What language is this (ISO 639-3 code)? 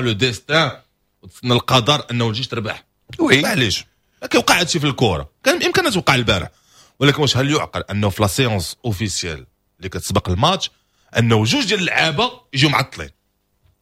ary